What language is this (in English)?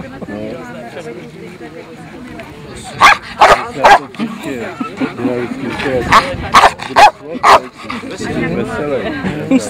Czech